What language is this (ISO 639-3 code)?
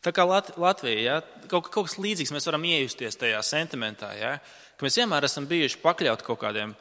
lav